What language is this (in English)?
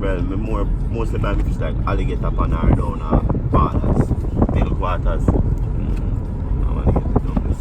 Jamaican Creole English